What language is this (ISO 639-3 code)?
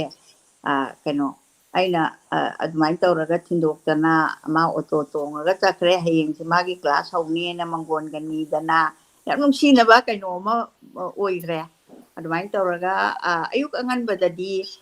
mni